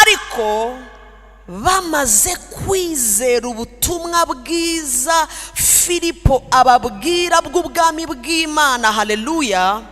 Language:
Kinyarwanda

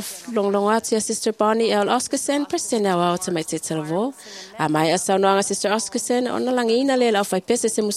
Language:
Samoan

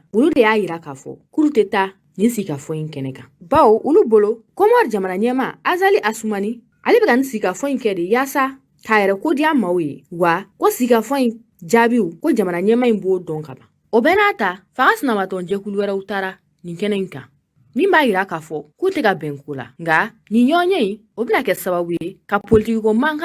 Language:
Bambara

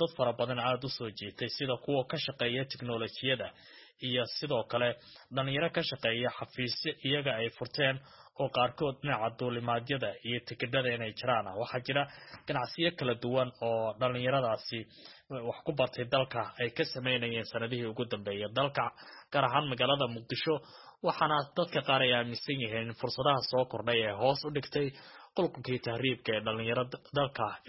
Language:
Somali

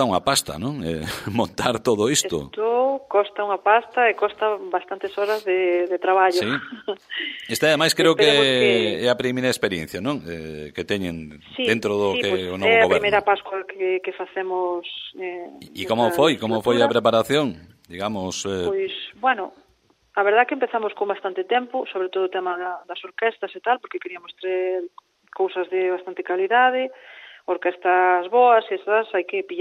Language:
Galician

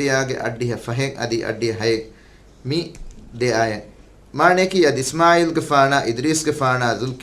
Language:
Divehi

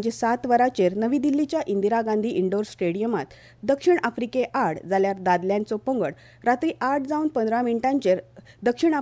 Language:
Konkani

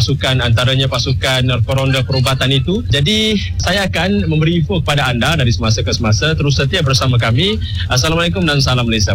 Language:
Malay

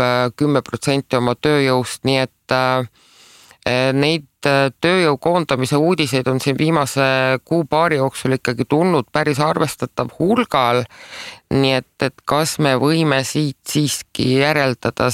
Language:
Estonian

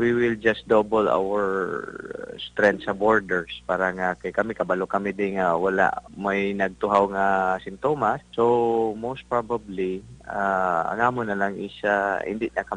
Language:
Hiligaynon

